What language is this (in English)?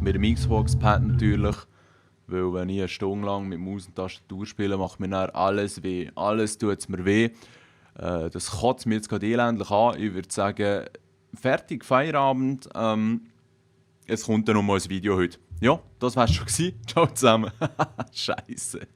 Swiss German